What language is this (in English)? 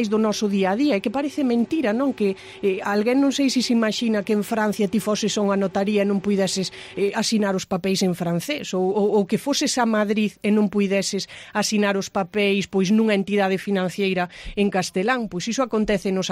Galician